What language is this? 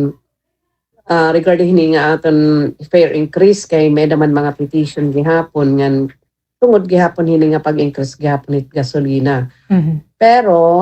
Waray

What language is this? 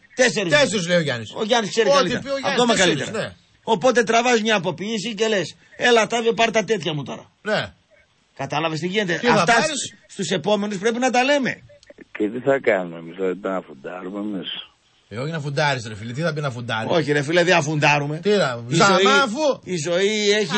Greek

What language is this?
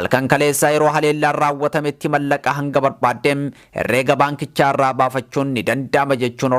Oromo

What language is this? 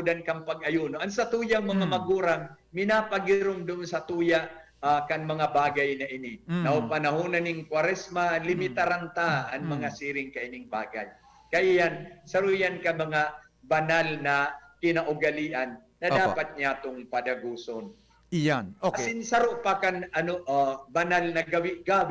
Bikol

